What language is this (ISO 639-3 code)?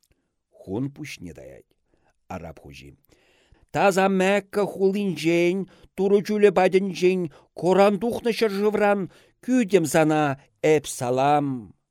chv